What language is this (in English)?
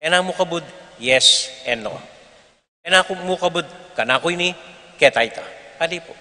Pampanga